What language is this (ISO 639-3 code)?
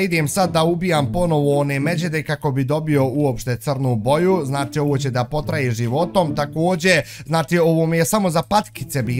bos